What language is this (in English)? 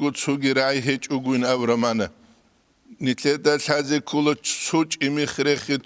Avaric